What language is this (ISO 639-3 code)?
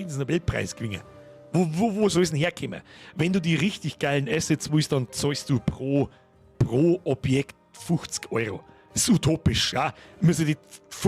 bar